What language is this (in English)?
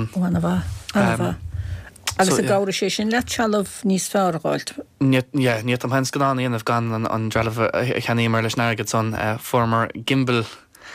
Irish